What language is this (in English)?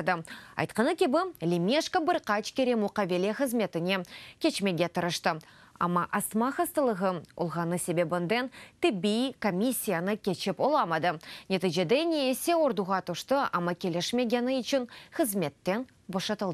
Crimean Tatar